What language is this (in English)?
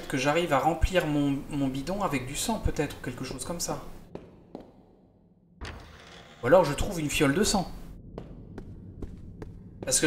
French